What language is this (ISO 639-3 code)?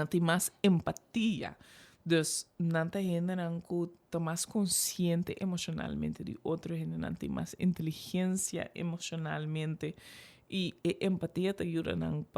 pap